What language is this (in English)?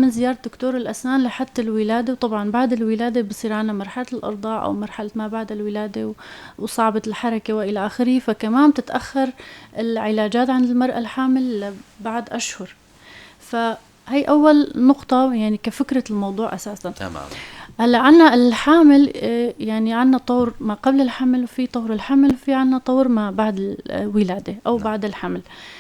North Levantine Arabic